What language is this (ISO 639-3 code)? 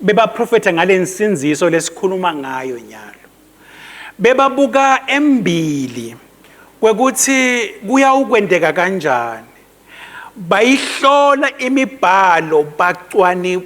ssw